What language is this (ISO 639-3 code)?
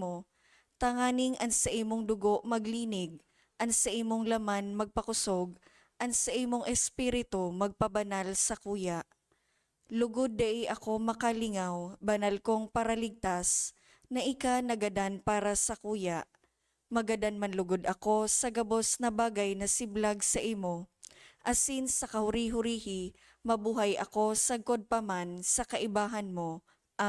bik